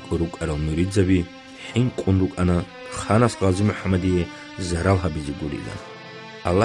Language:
Avaric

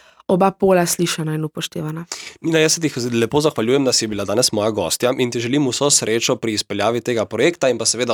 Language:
Slovenian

